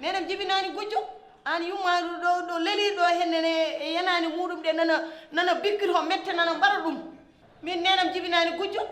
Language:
Fula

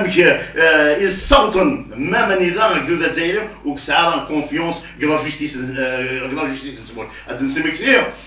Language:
Kabyle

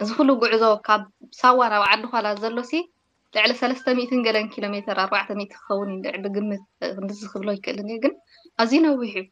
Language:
Tigrinya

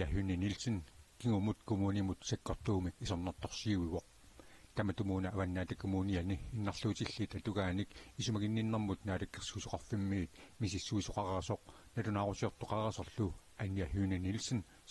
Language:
Kalaallisut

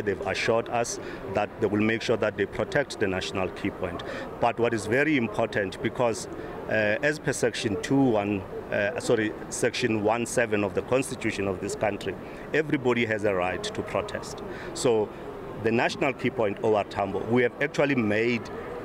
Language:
Tsonga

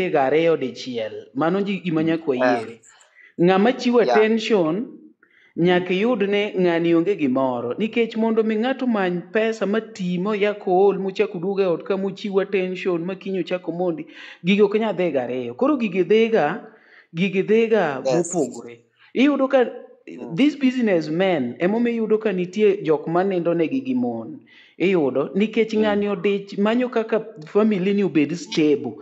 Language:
Luo (Kenya and Tanzania)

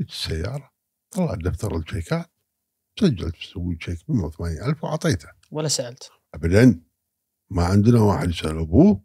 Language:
Gulf Arabic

